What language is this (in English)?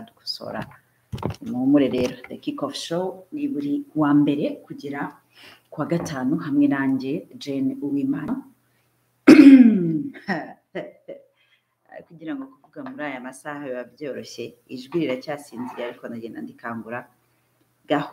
Kinyarwanda